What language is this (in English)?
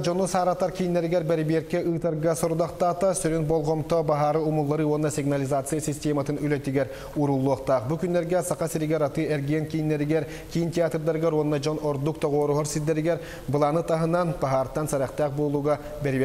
Yakut